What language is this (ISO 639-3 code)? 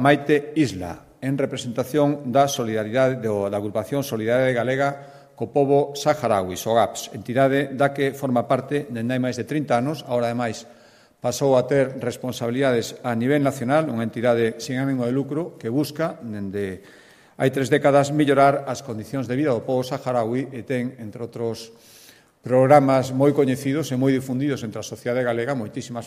glg